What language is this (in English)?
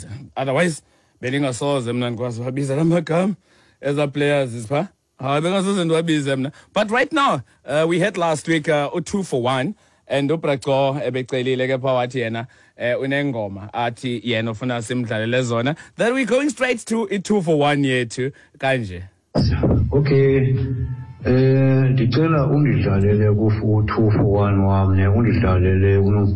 Xhosa